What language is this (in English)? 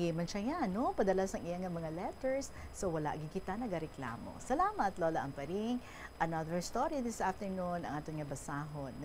Hiligaynon